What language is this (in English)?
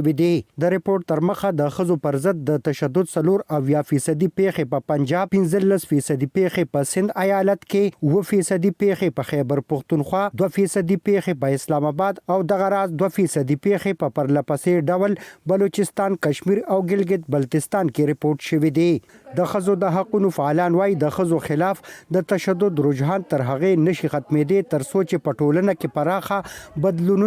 Pashto